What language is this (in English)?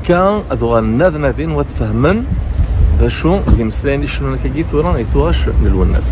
Kabyle